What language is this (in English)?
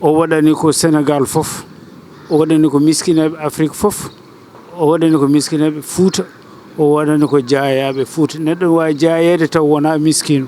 Fula